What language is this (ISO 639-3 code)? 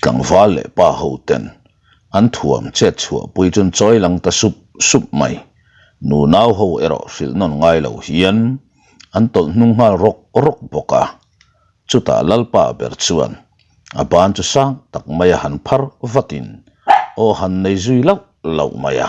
lus